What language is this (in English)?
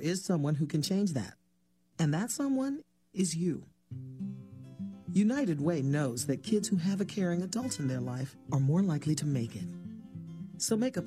English